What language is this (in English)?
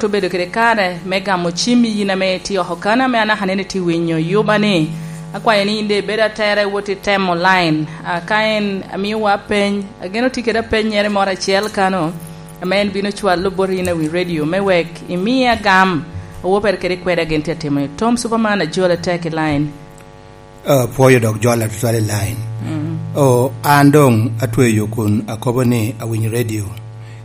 Lango (Uganda)